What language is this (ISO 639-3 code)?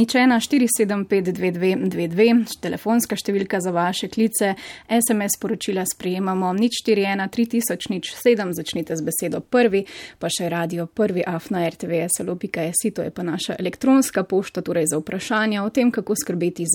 slv